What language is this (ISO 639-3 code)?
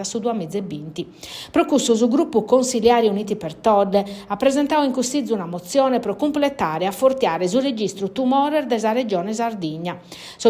srd